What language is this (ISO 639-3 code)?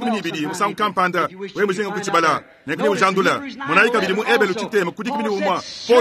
lua